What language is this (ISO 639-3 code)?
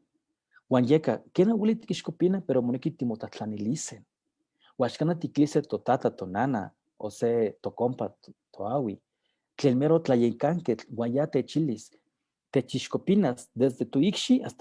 nhe